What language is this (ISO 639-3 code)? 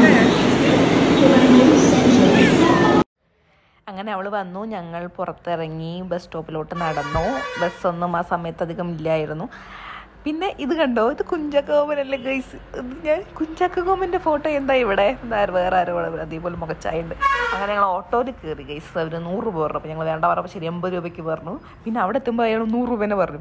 mal